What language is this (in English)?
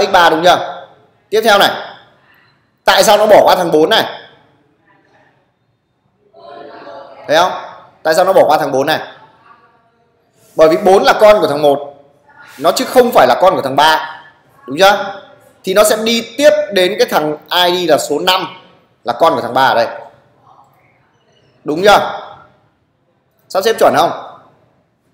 Vietnamese